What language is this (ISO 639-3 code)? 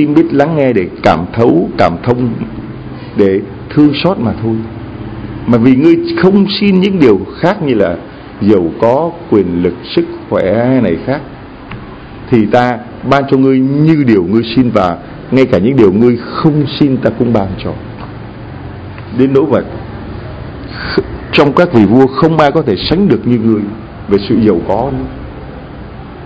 vie